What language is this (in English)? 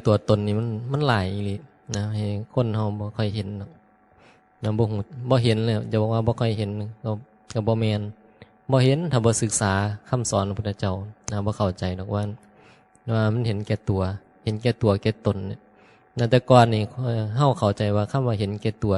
Northeastern Thai